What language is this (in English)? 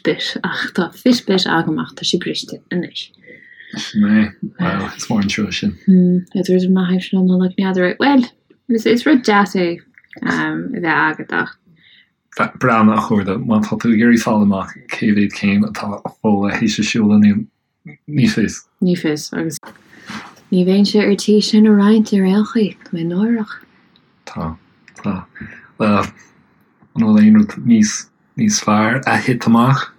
Irish